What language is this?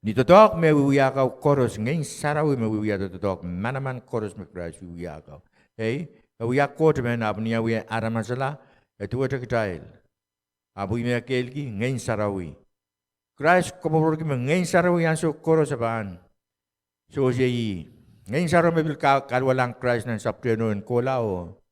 Pohnpeian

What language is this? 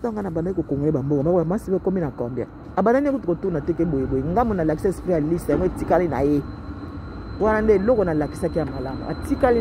Lingala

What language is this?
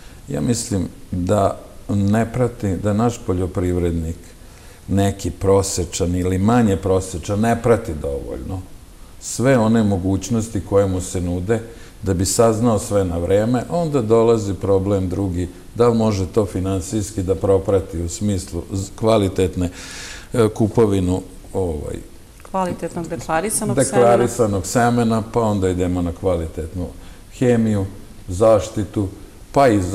Serbian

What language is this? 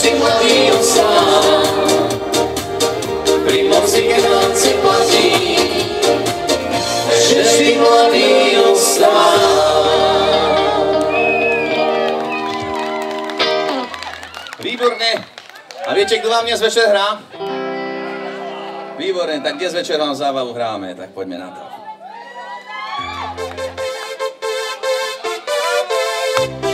Slovak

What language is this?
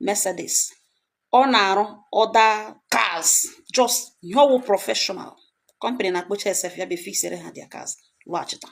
Igbo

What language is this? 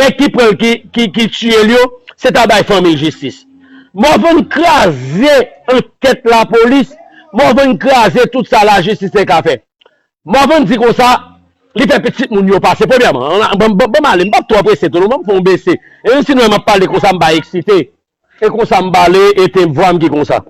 Haitian Creole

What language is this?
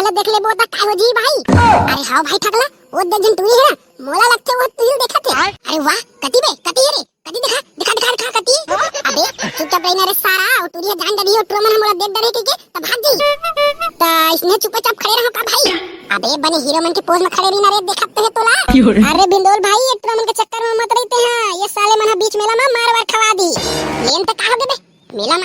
Chhattisgarhi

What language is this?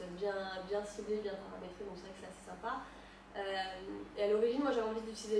French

